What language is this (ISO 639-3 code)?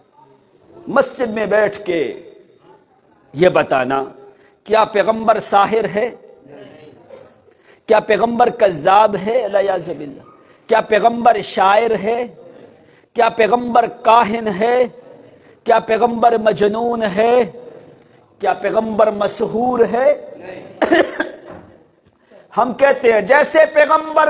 urd